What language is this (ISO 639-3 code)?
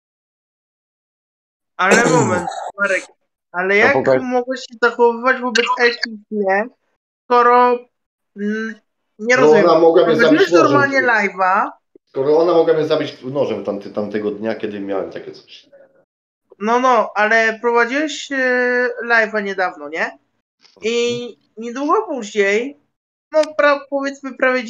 pol